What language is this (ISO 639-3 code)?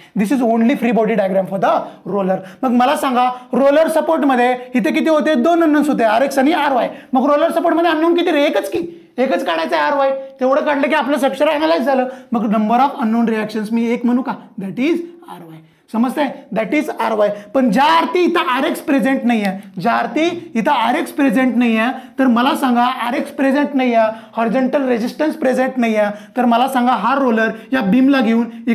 mar